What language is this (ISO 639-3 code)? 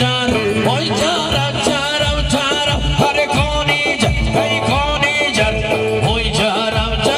kur